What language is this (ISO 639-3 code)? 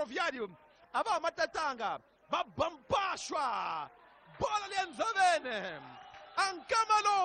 tso